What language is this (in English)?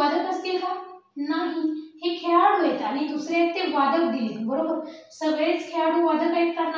Marathi